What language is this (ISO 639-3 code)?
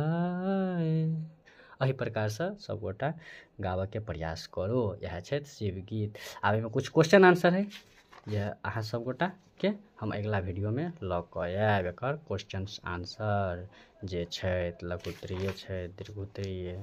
mai